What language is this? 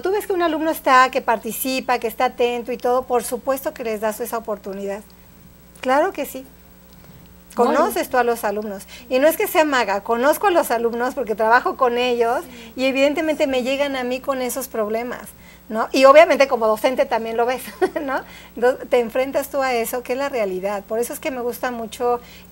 Spanish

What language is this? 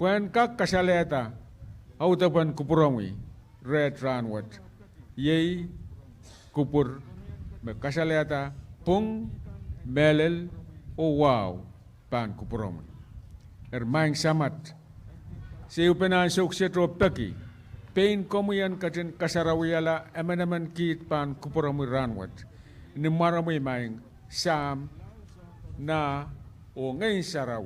Pohnpeian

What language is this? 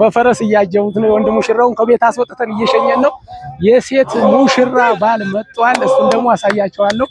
Amharic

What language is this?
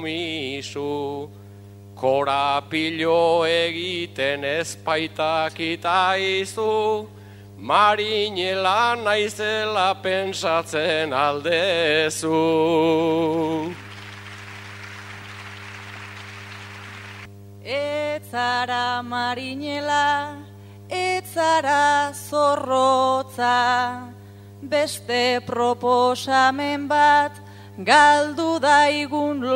Basque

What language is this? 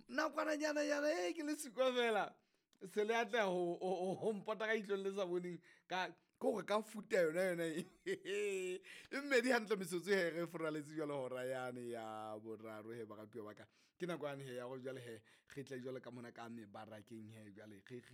Southern Sotho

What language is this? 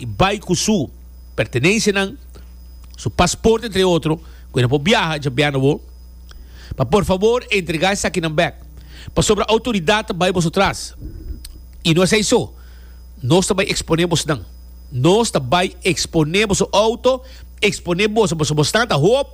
Papiamento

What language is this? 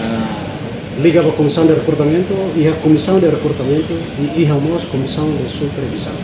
Tetum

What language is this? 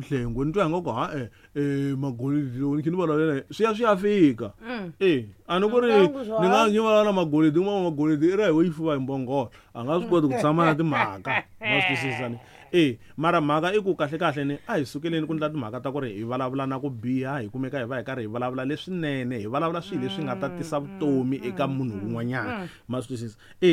Tsonga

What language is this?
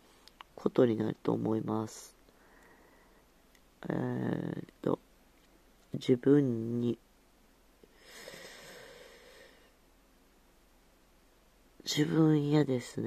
Japanese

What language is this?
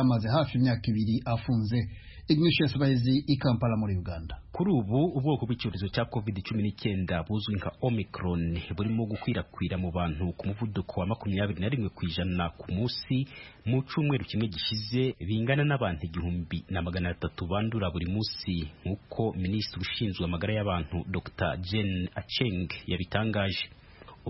Kinyarwanda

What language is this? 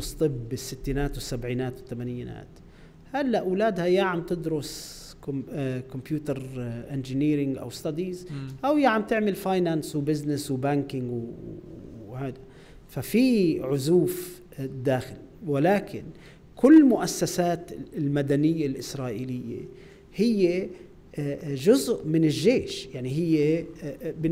North Levantine Arabic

